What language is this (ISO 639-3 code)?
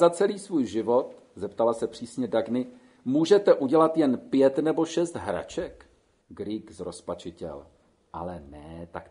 ces